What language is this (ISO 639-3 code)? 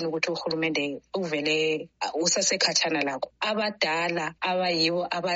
nde